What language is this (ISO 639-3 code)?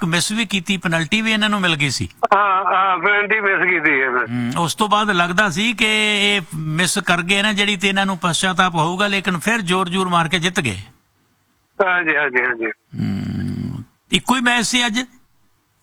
pan